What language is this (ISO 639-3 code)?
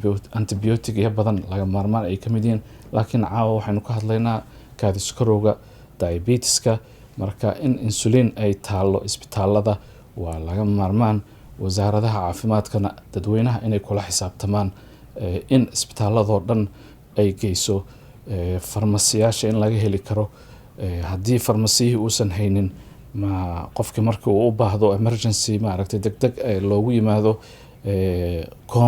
som